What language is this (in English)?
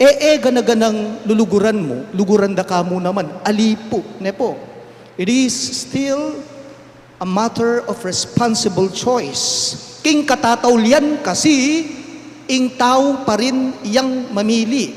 Pampanga